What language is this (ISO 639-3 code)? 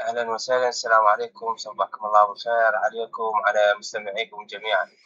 acm